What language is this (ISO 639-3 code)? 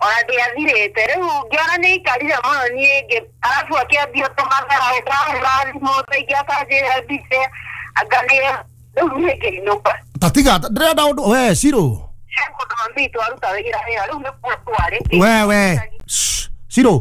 kik